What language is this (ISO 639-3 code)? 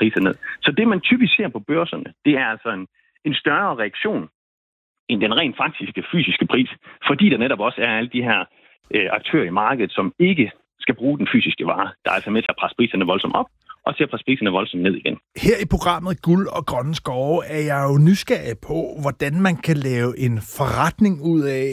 dan